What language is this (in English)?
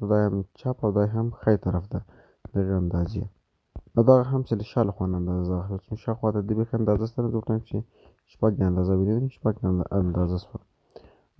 Pashto